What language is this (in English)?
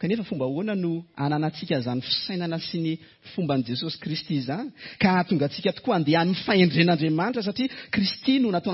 Malagasy